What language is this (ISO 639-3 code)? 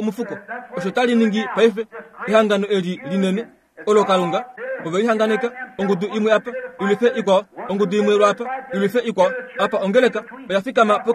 kua